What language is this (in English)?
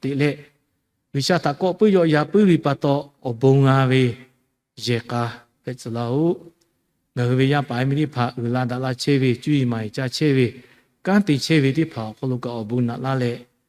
Lahu